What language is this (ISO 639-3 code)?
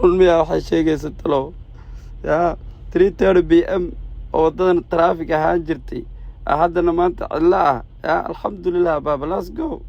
som